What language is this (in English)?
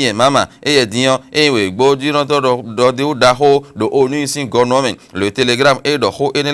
Fon